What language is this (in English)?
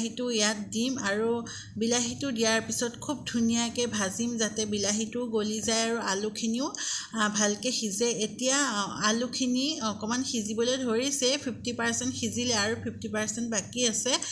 Assamese